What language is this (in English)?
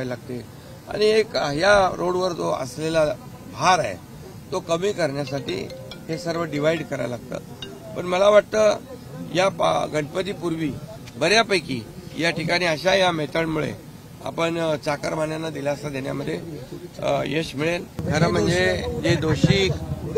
Marathi